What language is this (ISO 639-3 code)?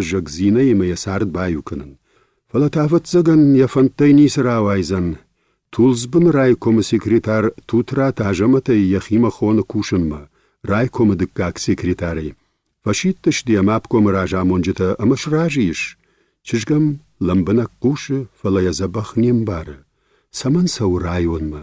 oss